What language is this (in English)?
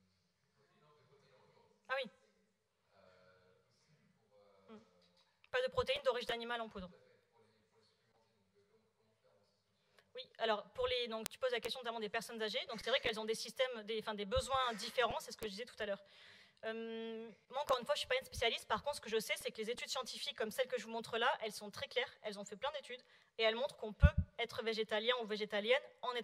French